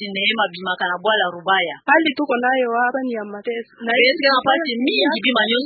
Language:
Kituba (Democratic Republic of Congo)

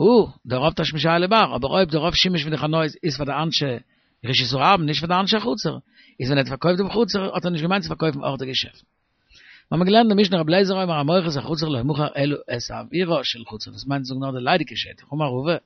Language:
Yiddish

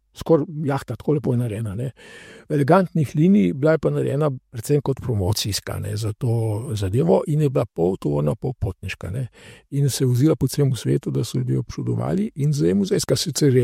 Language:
Slovenian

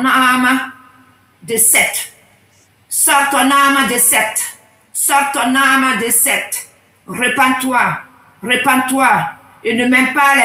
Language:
French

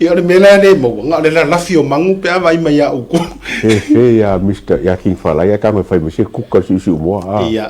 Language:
Samoan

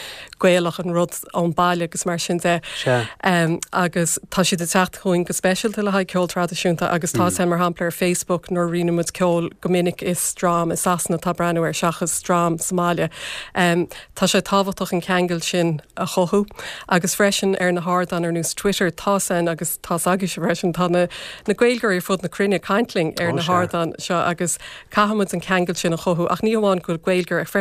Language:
Irish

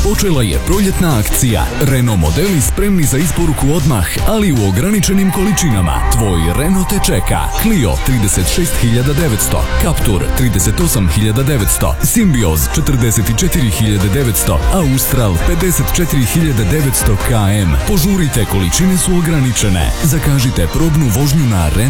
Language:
Croatian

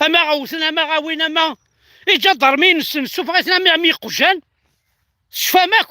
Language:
Kabyle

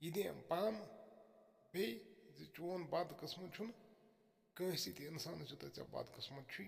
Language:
Kashmiri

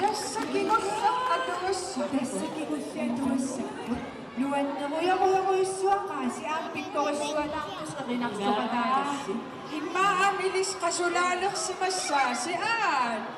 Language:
Kalaallisut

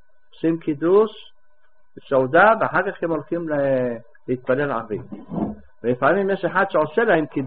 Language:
Hebrew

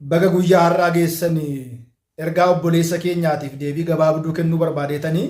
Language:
Oromo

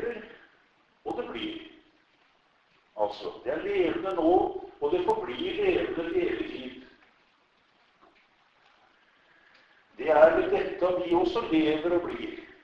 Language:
Norwegian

